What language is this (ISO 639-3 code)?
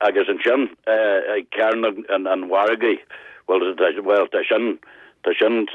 gle